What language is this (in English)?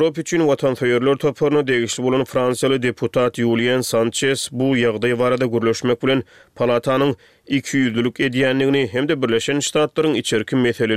Turkmen